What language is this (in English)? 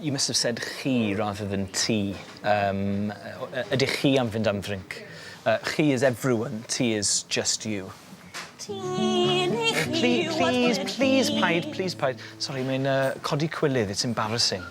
Welsh